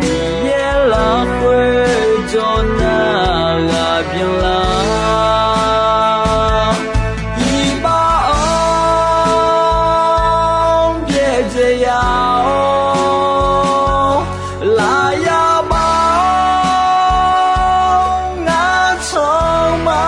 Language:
Akha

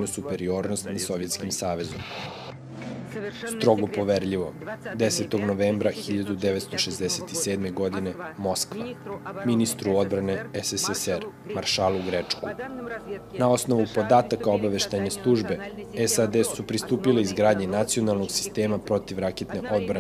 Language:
Serbian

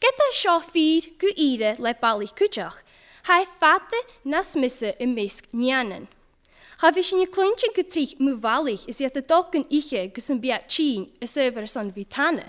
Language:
Scottish Gaelic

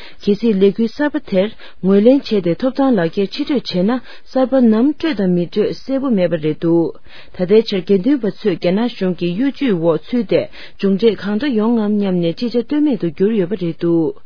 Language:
Tibetan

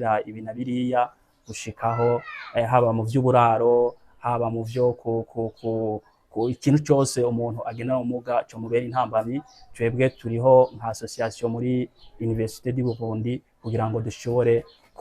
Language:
Rundi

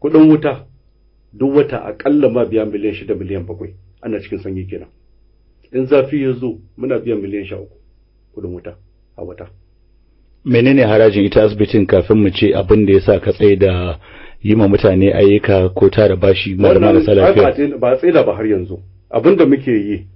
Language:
Hausa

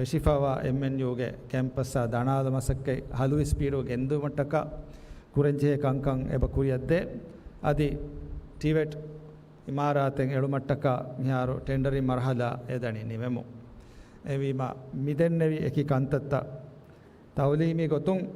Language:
Divehi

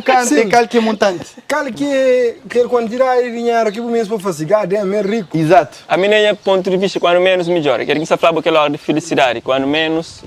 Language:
Kabuverdianu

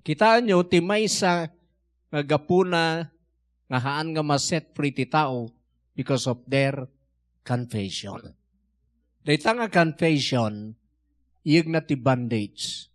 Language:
Iloko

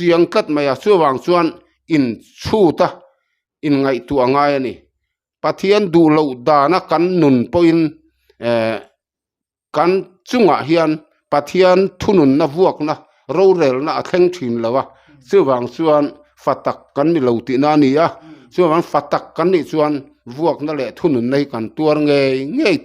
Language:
Mizo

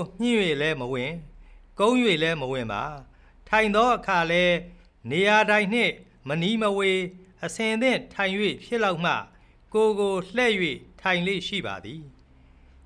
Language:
Burmese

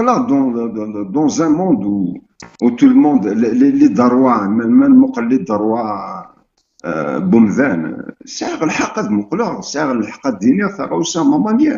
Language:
Kabyle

